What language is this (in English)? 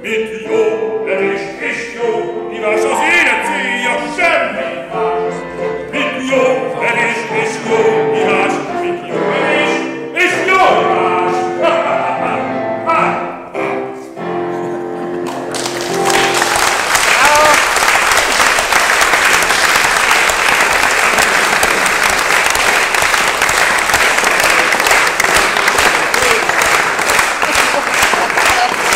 Hungarian